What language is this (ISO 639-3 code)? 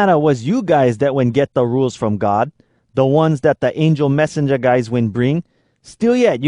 hwc